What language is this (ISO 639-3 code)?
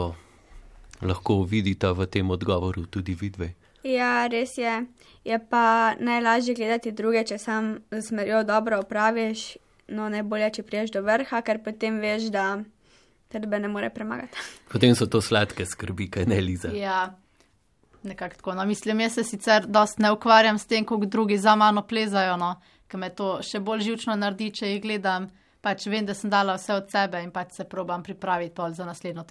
slv